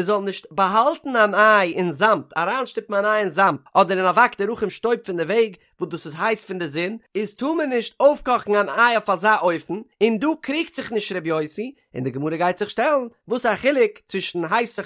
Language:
Yiddish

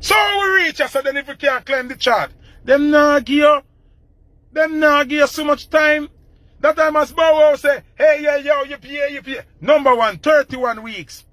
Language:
Jamaican Creole English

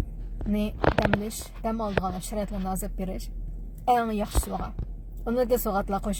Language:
Uyghur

